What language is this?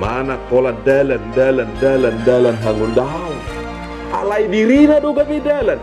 Batak Toba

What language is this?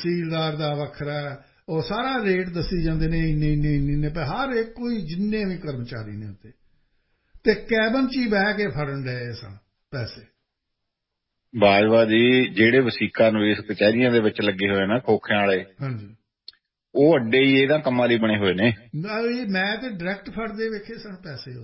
Punjabi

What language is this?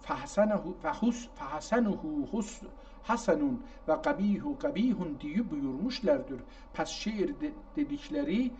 South Azerbaijani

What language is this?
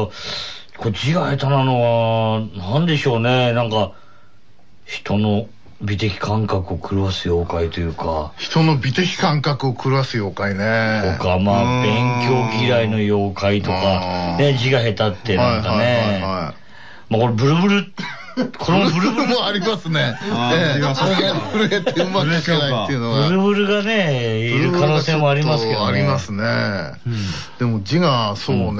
Japanese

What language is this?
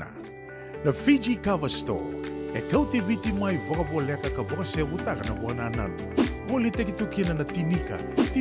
Fijian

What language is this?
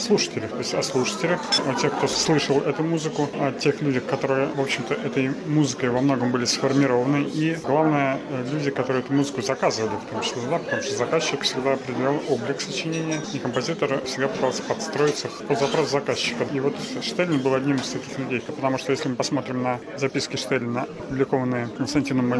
Russian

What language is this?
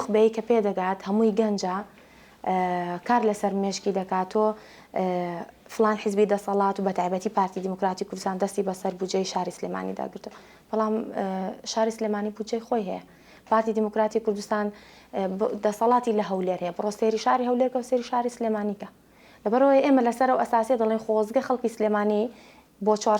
Central Kurdish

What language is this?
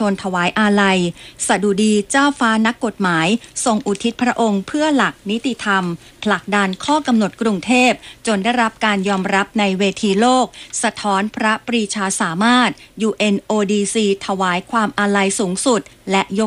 Thai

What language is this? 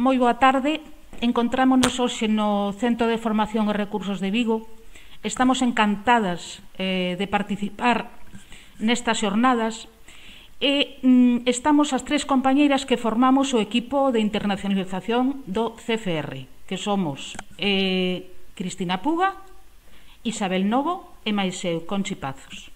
Galician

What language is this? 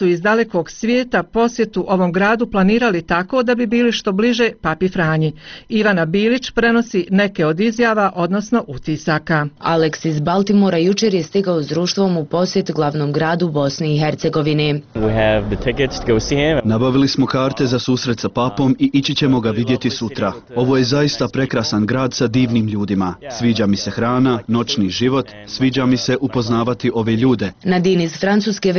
Bosnian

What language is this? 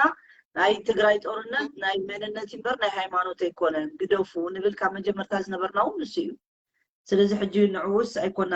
Tigrinya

